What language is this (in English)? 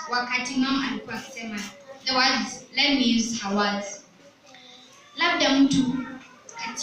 Swahili